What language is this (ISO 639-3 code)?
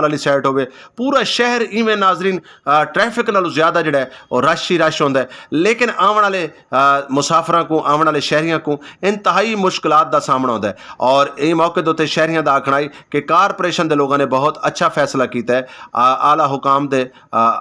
skr